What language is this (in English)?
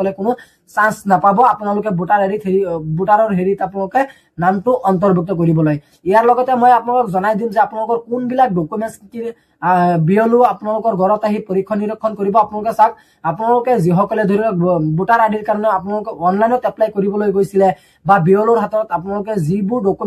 Assamese